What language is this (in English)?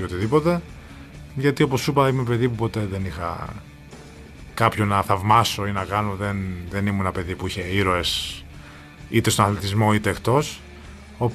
Greek